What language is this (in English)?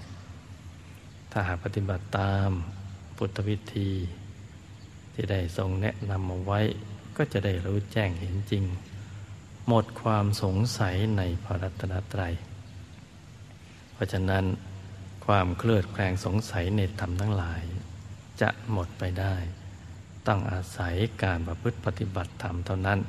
Thai